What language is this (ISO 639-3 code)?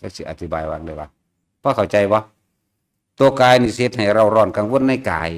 tts